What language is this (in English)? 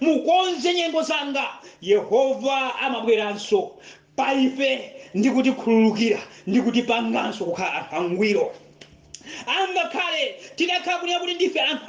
Nyanja